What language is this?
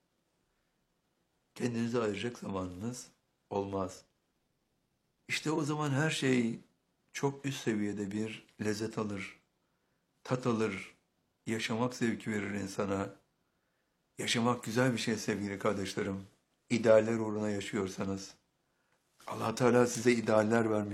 Turkish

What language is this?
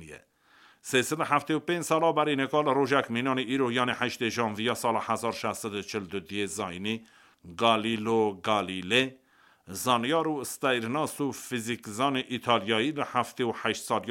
Kurdish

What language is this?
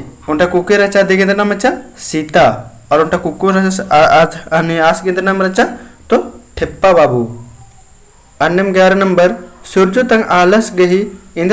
Kurukh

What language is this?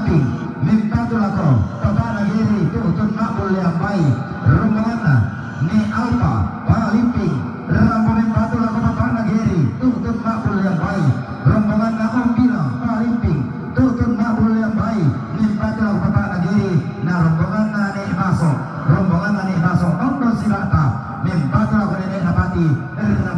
Toraja-Sa'dan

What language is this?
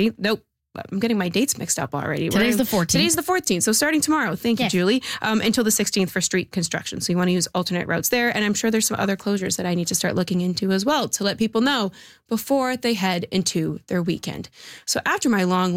English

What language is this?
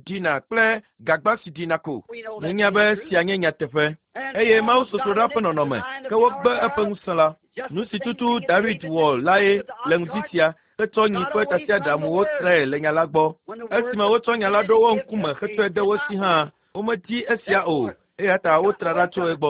Ewe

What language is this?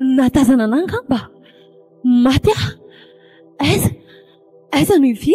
Malagasy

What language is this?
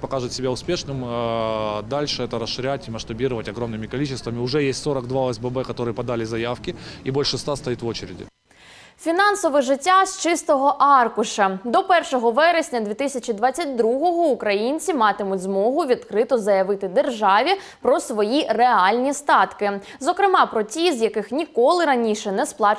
Ukrainian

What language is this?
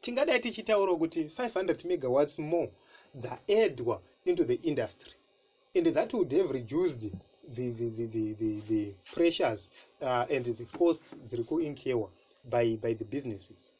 Shona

